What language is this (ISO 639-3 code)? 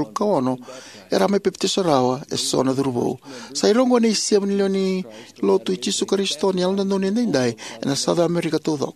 fij